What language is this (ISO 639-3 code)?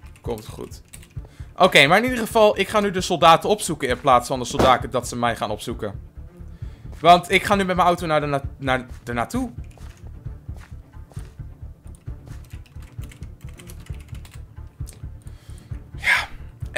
nld